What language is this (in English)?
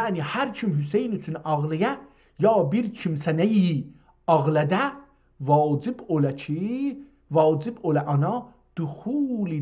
South Azerbaijani